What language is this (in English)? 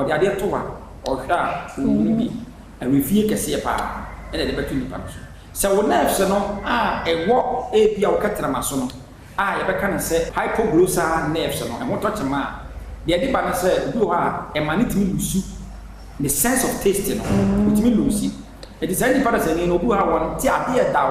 Akan